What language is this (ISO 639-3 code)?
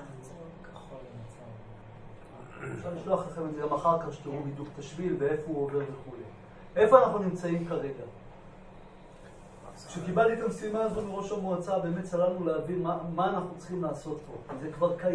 heb